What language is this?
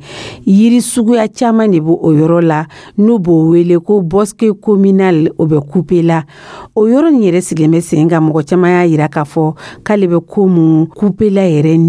Dyula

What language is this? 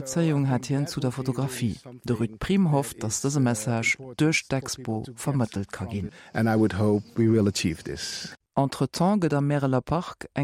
Luxembourgish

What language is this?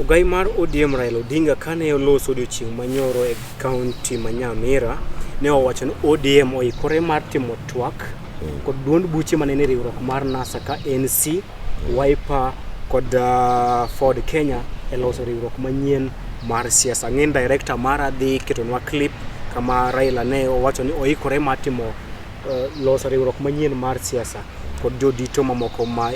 Luo (Kenya and Tanzania)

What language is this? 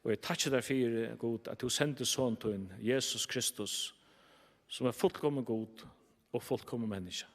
Faroese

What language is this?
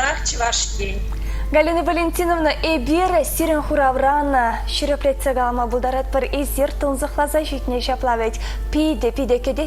Chuvash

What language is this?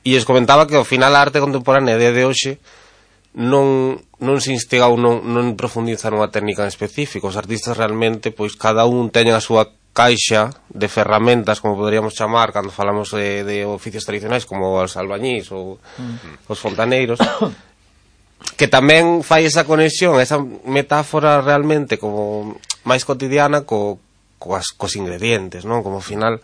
Galician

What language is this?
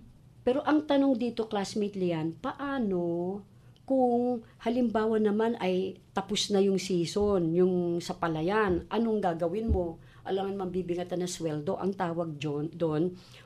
Filipino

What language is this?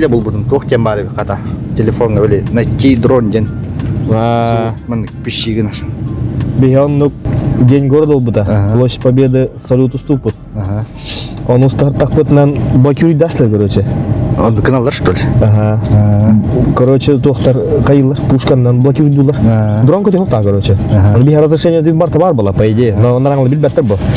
Yakut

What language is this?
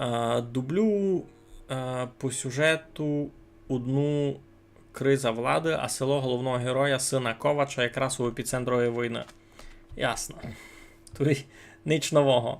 Rusyn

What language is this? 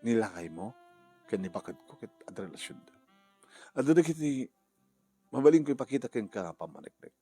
Iloko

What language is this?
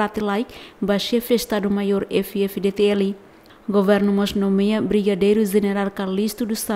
Tetum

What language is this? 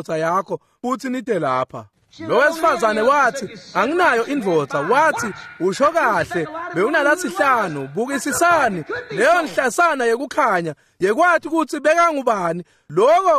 Swati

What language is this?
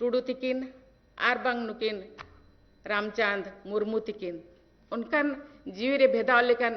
Santali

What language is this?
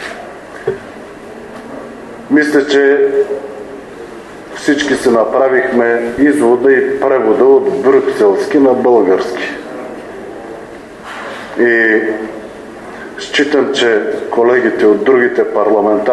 Bulgarian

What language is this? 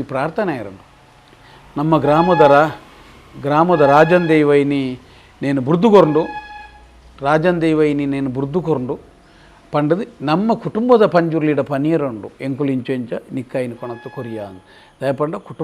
Tulu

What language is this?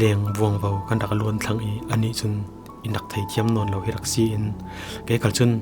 Falam Chin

